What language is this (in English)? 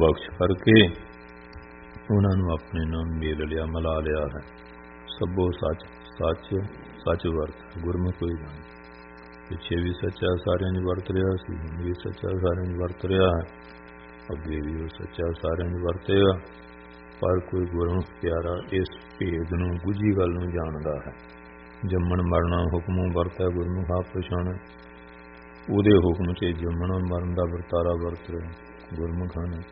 Punjabi